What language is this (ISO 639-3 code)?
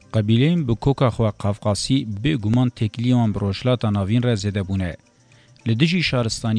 kur